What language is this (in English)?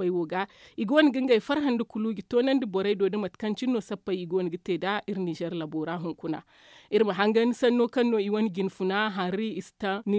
Zarma